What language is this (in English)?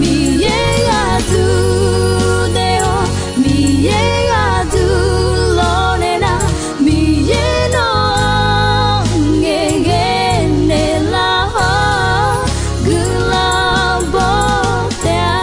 Akha